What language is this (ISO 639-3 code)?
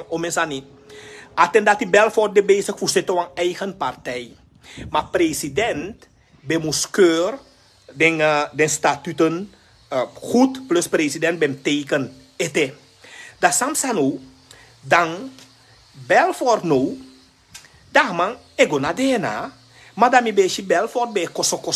srn